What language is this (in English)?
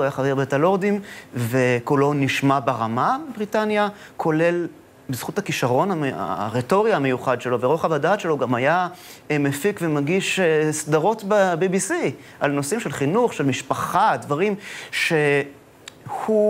Hebrew